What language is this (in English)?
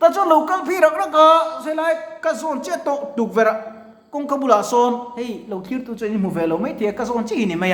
Mizo